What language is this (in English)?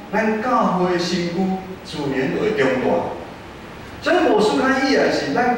Min Nan Chinese